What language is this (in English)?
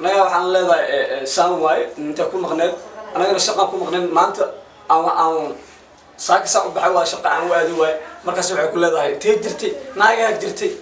Somali